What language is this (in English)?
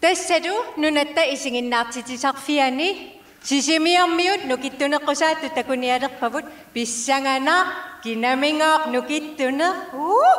Kalaallisut